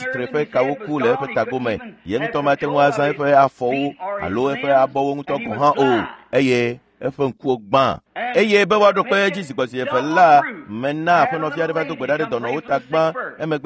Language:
Ewe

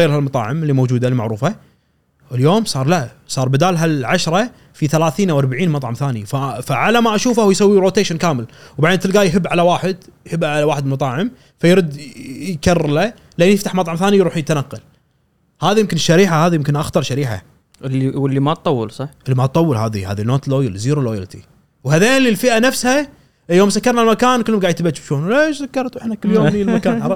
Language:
Gulf Arabic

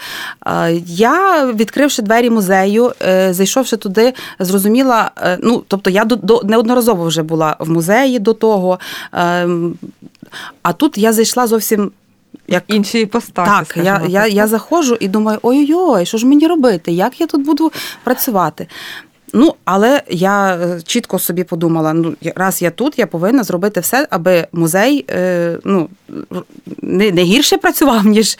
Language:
Ukrainian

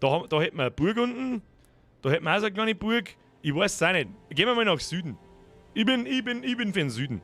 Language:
Bavarian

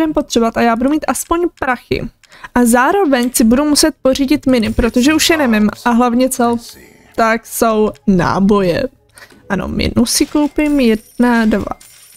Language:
Czech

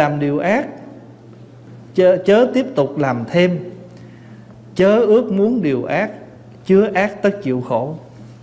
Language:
Vietnamese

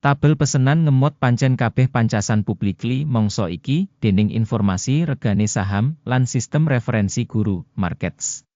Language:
Javanese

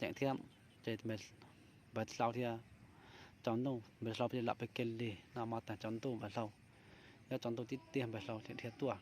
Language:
Hmong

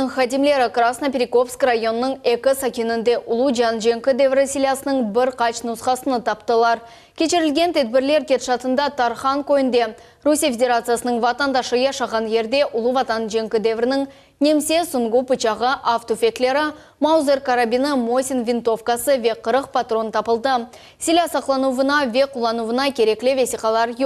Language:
Crimean Tatar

